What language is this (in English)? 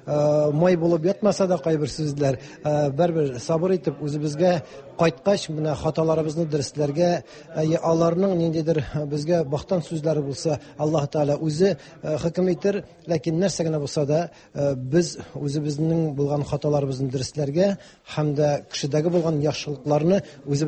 Tatar